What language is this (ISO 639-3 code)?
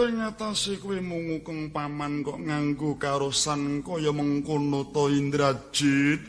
jav